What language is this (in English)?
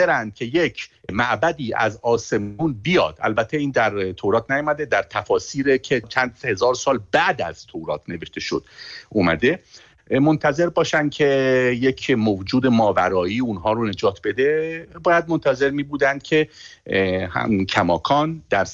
Persian